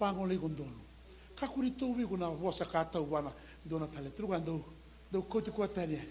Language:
Fijian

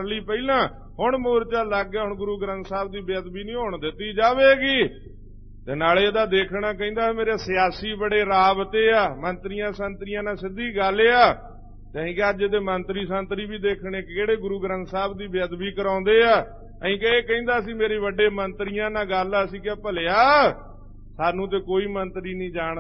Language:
Punjabi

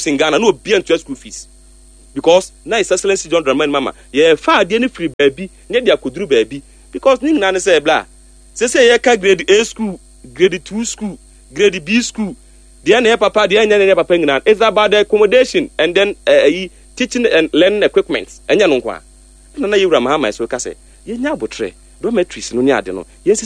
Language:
Akan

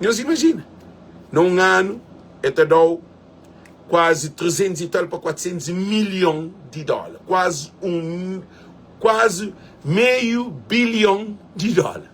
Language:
Kabuverdianu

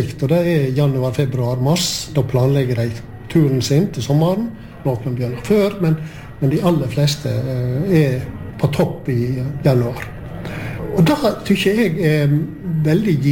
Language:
Norwegian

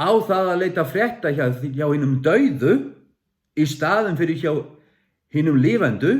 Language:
Faroese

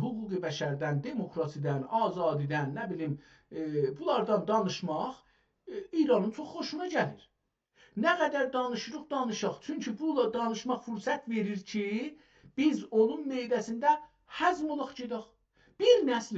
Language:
South Azerbaijani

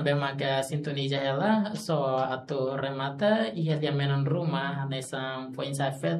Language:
Tetum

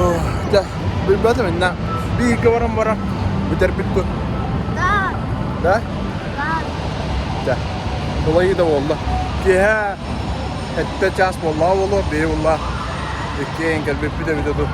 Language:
Yakut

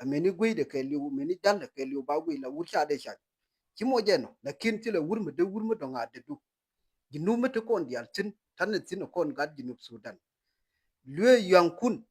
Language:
Nuer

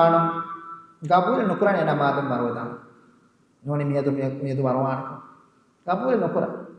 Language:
Divehi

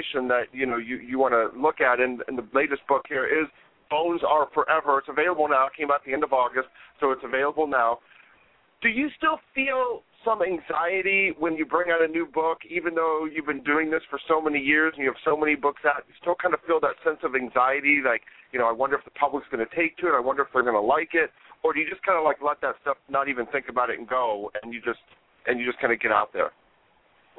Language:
English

